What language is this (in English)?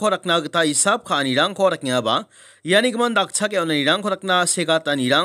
Garo